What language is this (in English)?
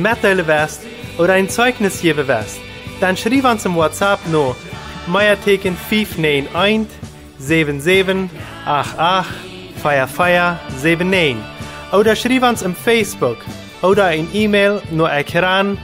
Plautdietsch